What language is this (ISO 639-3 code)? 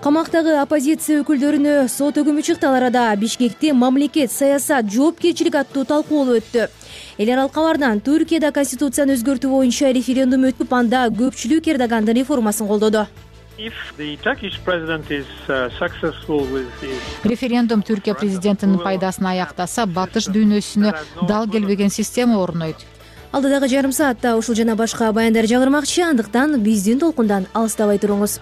kir